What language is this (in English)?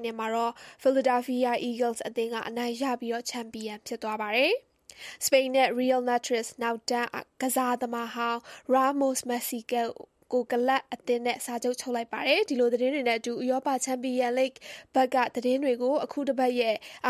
Burmese